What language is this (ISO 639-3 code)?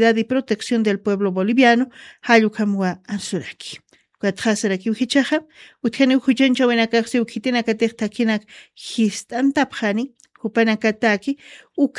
aym